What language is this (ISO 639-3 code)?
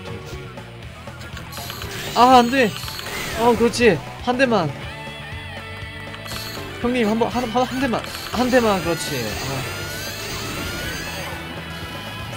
kor